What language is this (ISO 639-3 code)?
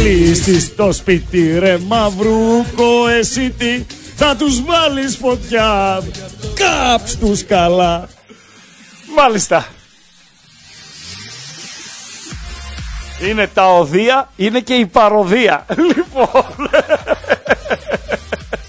ell